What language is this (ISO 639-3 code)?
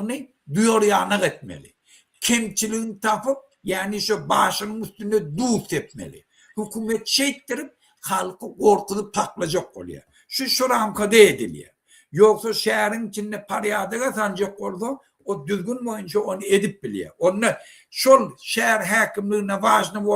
tuk